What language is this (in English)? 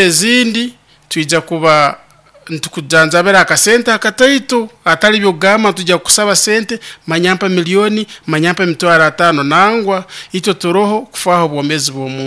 Nyoro